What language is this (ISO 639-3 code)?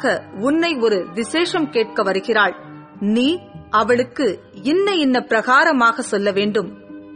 tam